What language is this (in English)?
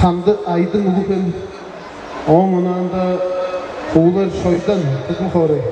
Tuvinian